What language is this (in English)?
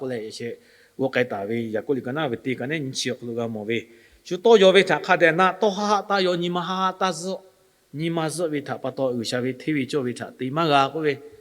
Lahu